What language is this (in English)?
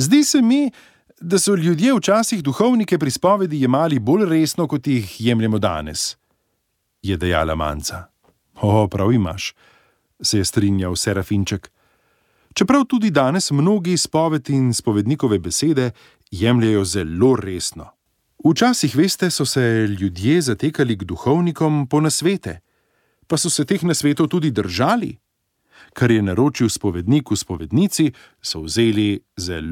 Slovenian